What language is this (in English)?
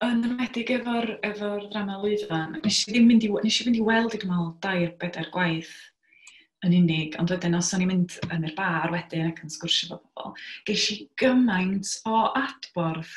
Welsh